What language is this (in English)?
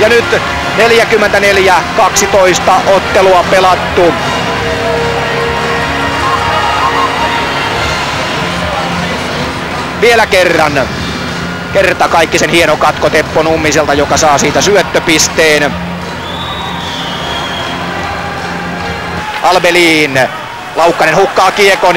Finnish